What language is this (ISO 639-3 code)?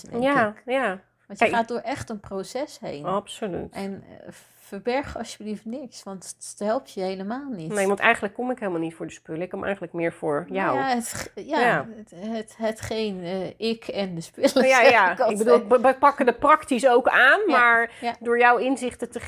nld